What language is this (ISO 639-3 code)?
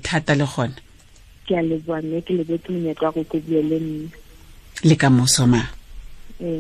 sot